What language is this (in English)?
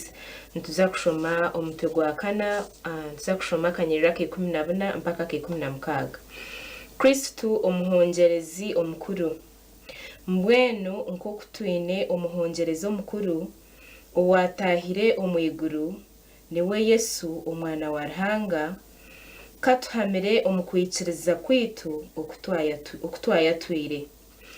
Nyankole